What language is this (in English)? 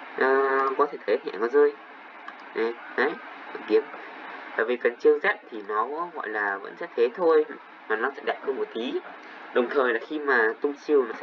Vietnamese